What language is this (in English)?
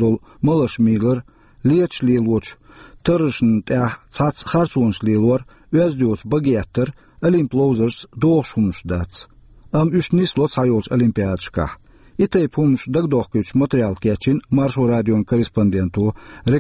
Chechen